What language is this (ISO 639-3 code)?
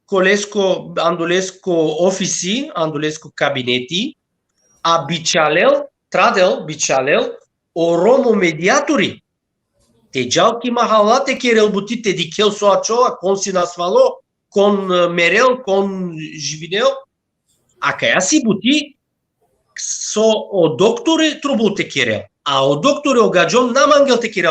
rmn